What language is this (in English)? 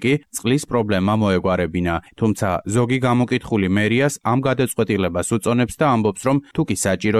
Georgian